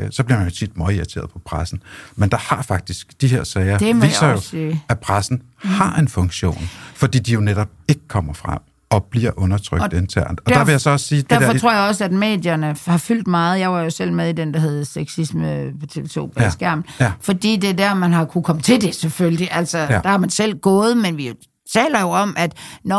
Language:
Danish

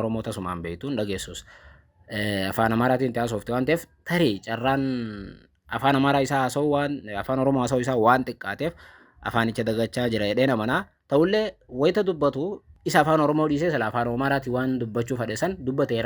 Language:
Oromo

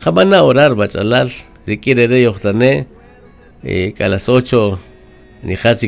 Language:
Kaqchikel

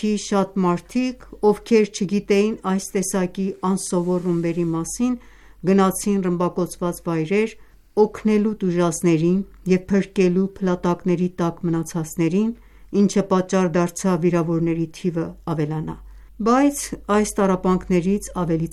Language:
Armenian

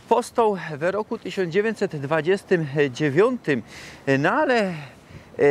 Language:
Silesian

